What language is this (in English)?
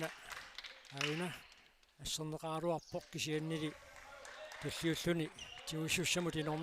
Kalaallisut